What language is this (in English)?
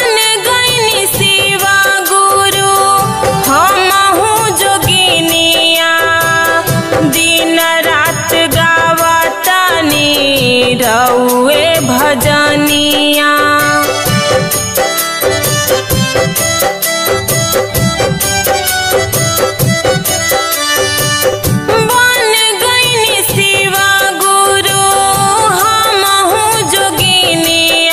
Bhojpuri